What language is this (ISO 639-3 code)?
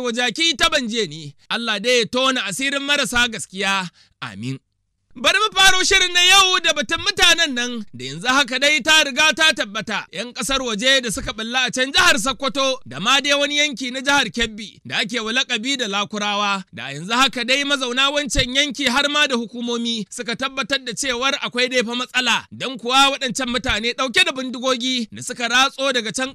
hau